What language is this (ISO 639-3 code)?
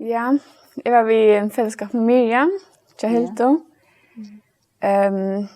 fao